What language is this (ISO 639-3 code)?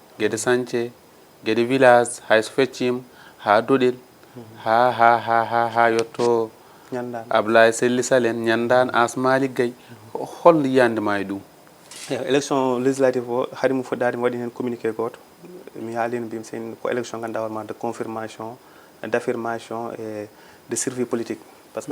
ful